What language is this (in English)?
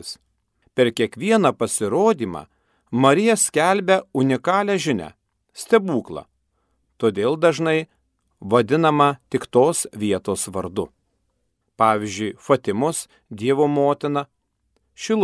Lithuanian